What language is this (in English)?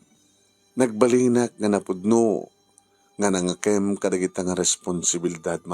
Iloko